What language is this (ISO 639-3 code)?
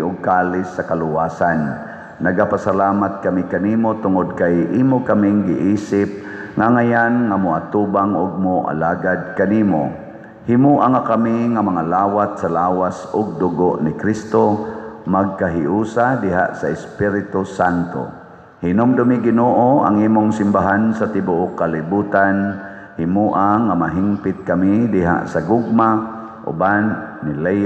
ceb